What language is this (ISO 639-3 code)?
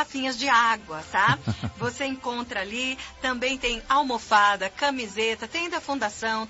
por